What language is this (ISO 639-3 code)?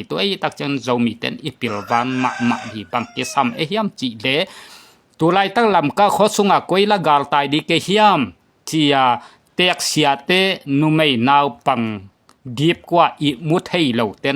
ctd